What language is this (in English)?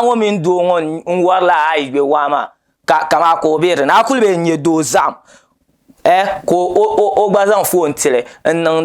Dagbani